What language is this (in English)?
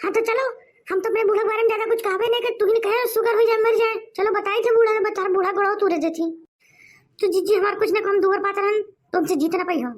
Awadhi